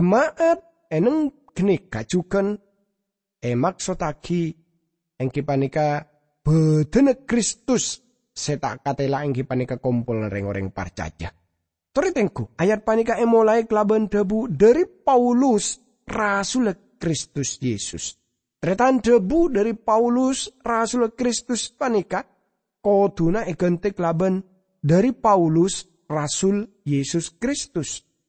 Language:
Madurese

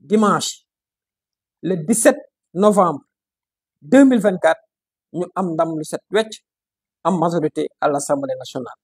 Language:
Wolof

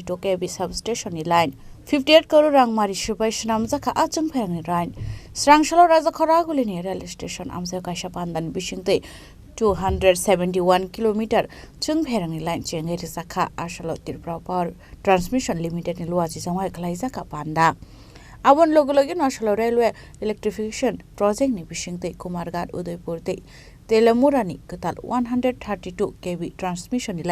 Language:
Kok Borok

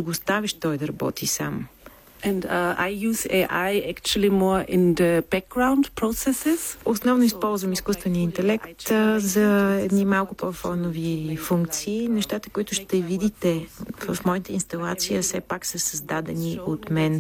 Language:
Bulgarian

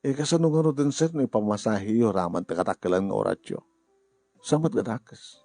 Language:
Iloko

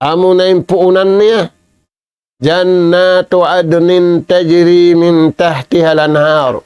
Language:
Tausug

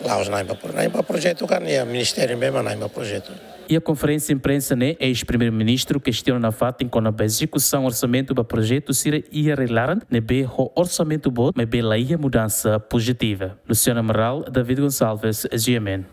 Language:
Tetum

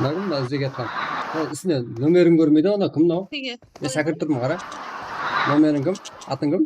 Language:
Kara-Kalpak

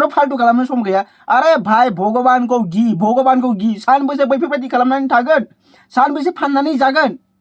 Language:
Bodo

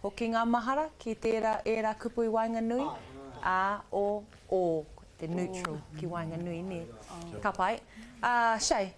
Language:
Māori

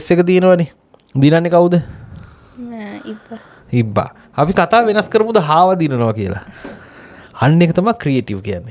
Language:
Sinhala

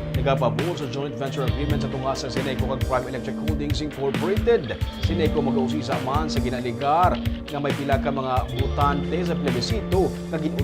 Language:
Hiligaynon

